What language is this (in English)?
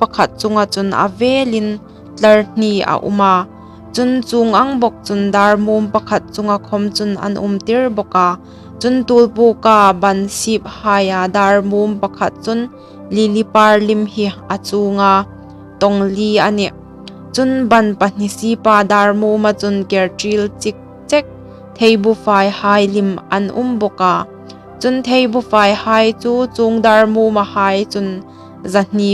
Hmar